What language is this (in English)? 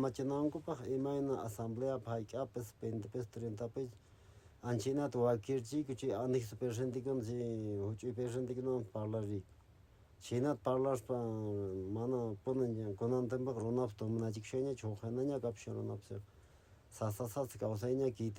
Quechua